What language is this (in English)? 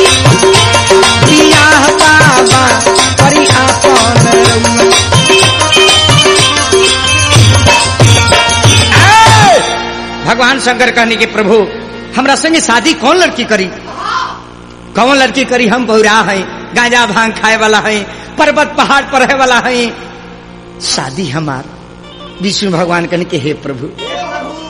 Bhojpuri